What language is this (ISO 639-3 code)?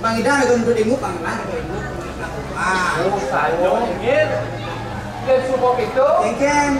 ban